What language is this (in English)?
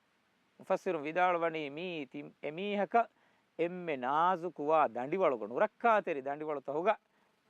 Divehi